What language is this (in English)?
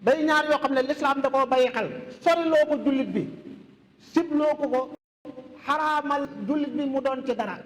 Wolof